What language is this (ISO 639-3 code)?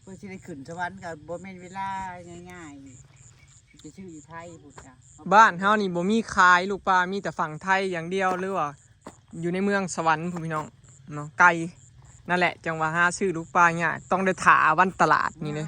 tts